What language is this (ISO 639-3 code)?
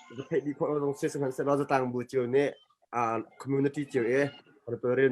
cnh